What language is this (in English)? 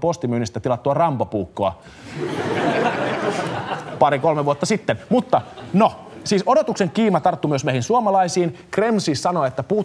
Finnish